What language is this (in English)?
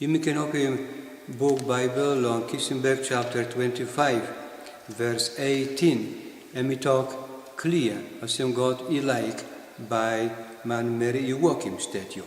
Tok Pisin